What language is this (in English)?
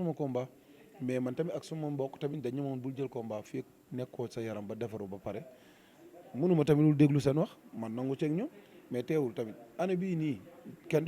Wolof